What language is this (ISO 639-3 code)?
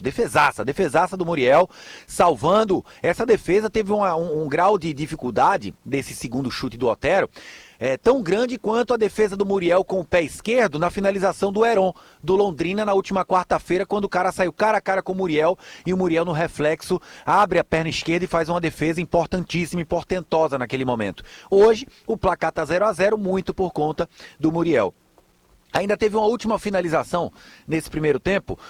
por